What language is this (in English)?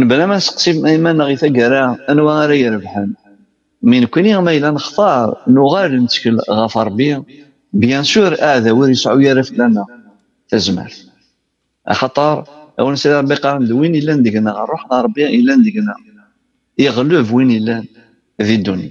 Kabyle